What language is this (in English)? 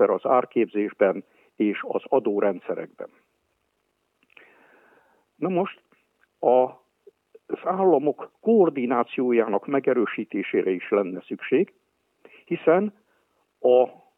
Hungarian